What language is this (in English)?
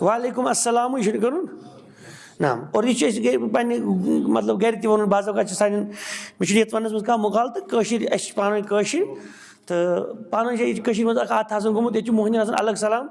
Kashmiri